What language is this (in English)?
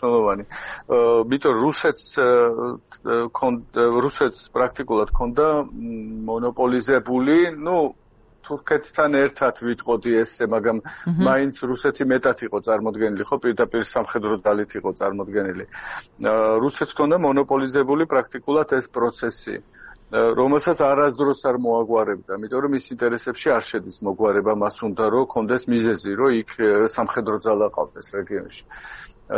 Georgian